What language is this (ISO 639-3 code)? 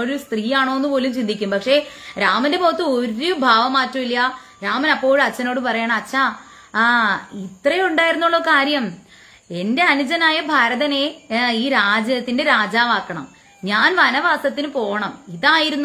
mal